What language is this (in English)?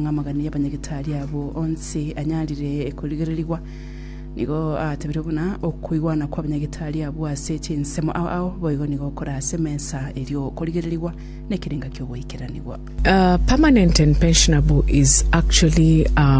Gusii